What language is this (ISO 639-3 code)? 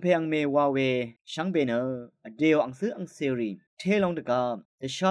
raw